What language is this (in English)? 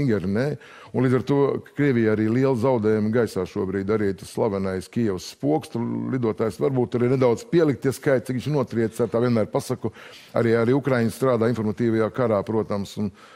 Latvian